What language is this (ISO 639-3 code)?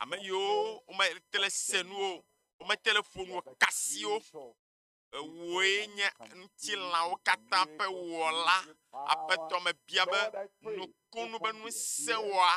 ewe